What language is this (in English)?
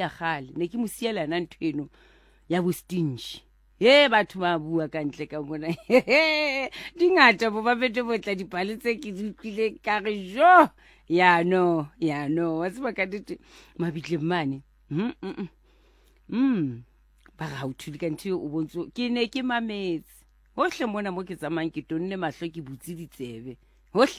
Southern Sotho